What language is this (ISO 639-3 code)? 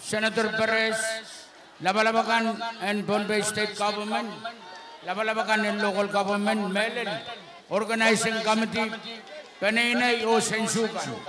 pon